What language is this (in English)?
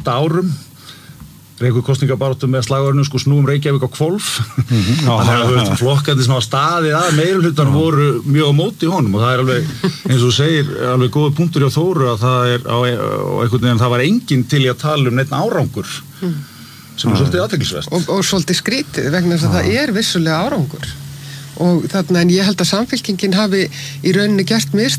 Icelandic